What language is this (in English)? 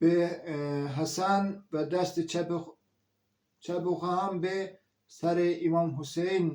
Zaza